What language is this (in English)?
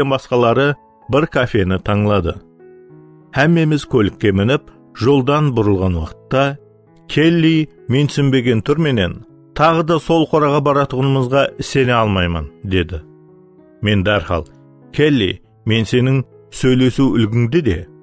Kara-Kalpak